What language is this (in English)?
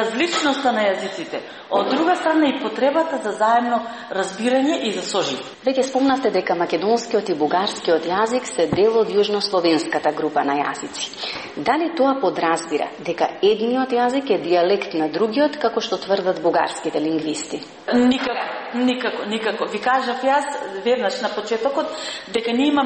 Macedonian